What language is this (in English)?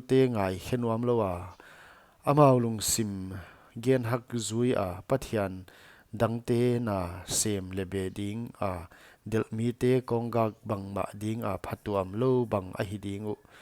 Paite Chin